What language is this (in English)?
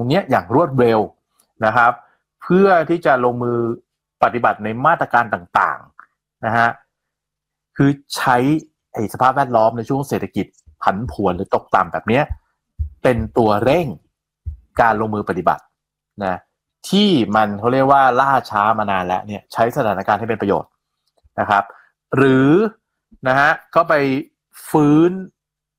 Thai